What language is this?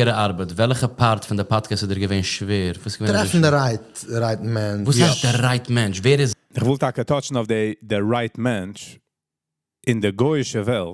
Yiddish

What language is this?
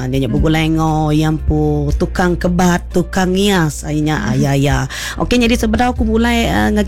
Iban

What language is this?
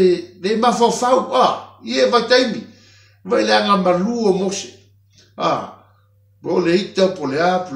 Samoan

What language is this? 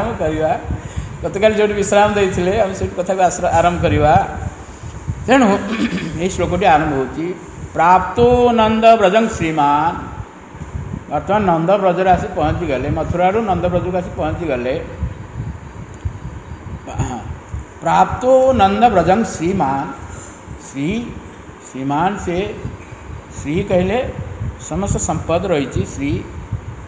Odia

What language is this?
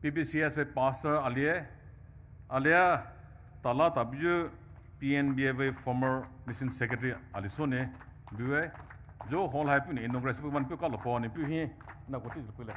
Poumei Naga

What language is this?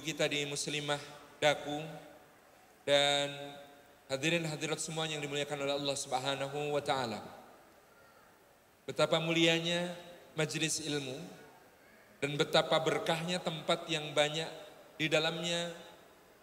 Indonesian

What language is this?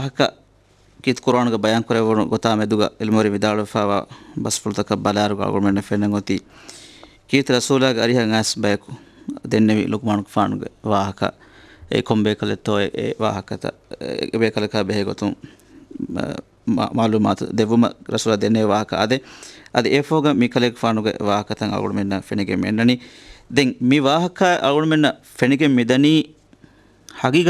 Divehi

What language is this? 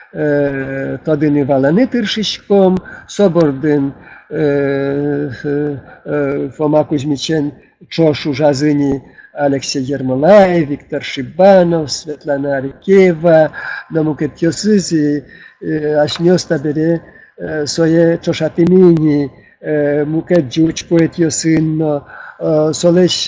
Udmurt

